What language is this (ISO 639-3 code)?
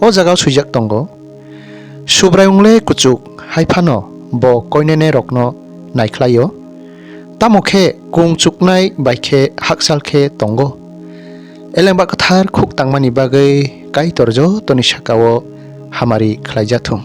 trp